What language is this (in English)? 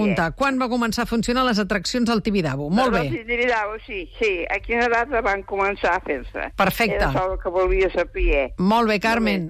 Catalan